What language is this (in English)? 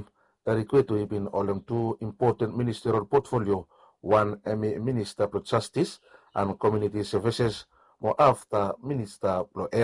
Bislama